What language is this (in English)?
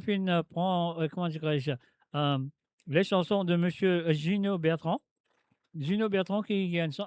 Morisyen